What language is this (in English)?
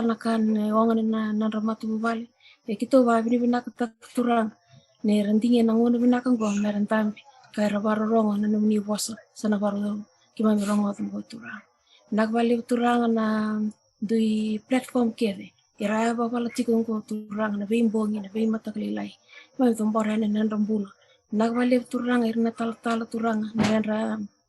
Fijian